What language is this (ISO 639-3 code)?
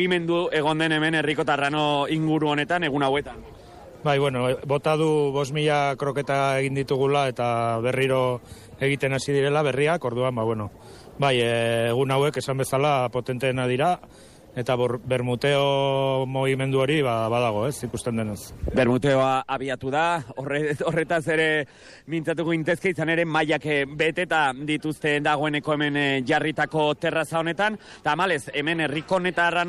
eus